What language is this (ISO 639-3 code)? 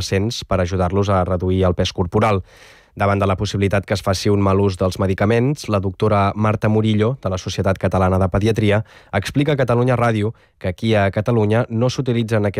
cat